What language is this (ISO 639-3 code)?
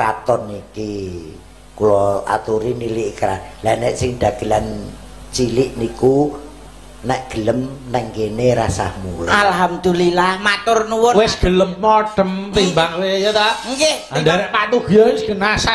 jav